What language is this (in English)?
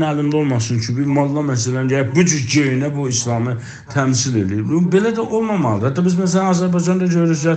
South Azerbaijani